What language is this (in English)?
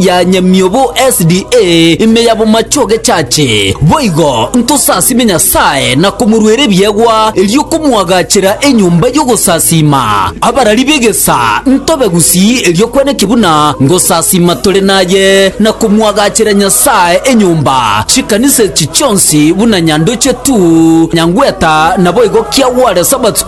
Gusii